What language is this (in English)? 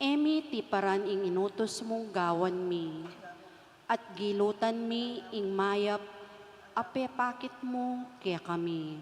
Pampanga